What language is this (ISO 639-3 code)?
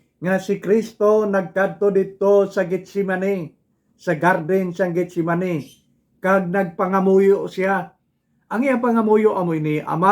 hil